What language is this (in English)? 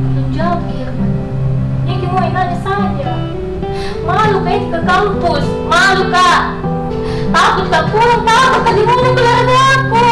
Makassar Malay